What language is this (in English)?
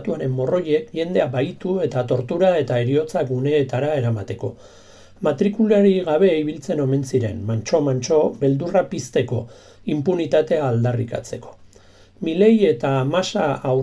Basque